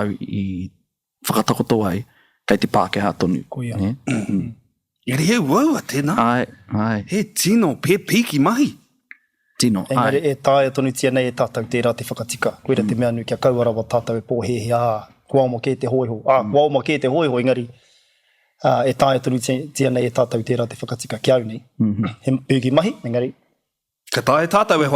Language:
Māori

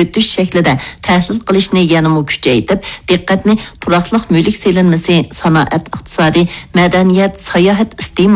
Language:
Uyghur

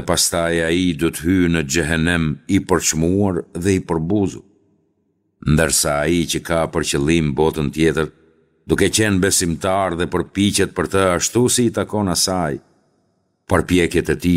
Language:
Albanian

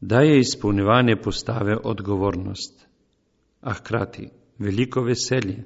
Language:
Slovenian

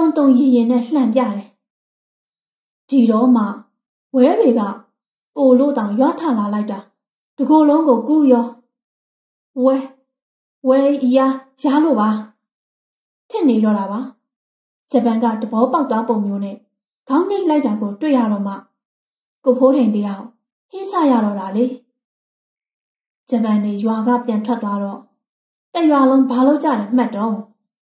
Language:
Burmese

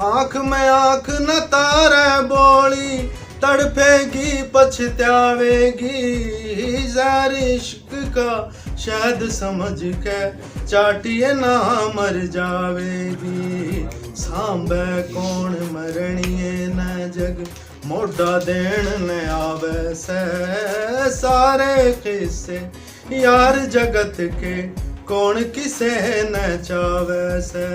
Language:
Haryanvi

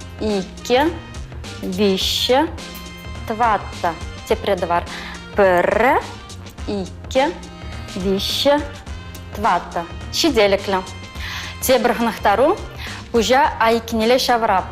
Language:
Chuvash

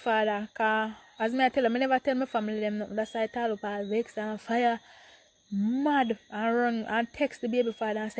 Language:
Jamaican Creole English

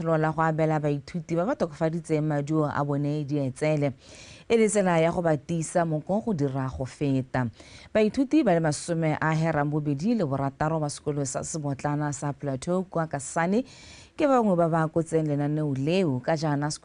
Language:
Tswana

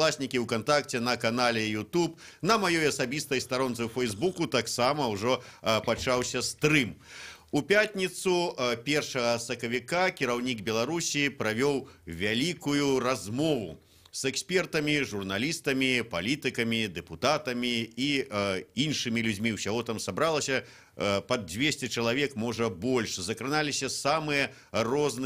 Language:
Belarusian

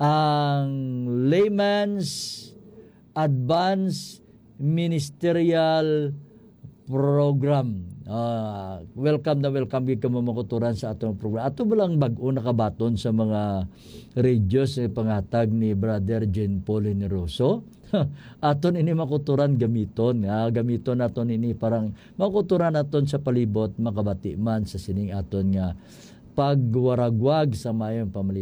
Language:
Hiligaynon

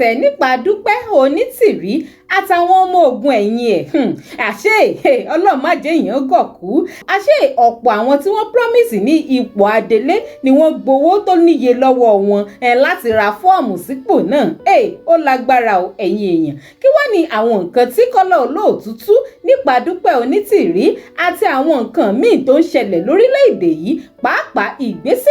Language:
Yoruba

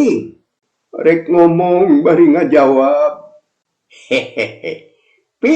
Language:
Sundanese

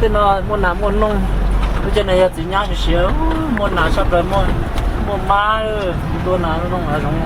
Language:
Hmong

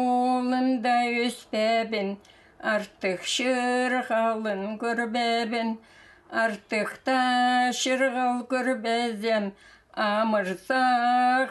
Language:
Khakas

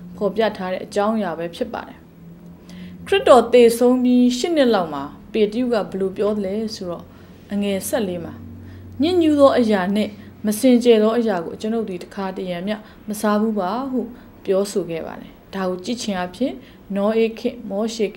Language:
Burmese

